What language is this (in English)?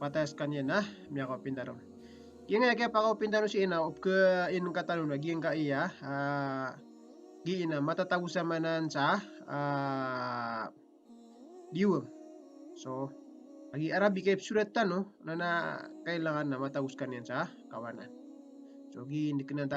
Maranao